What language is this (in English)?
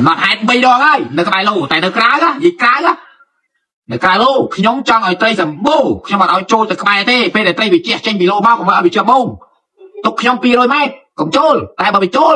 Khmer